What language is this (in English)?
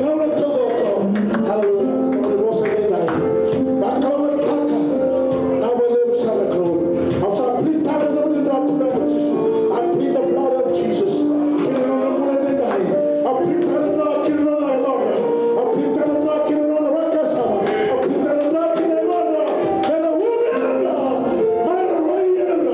Fijian